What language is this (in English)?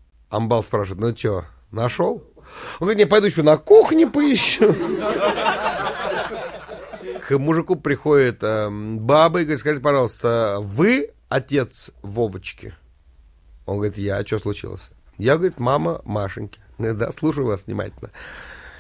Russian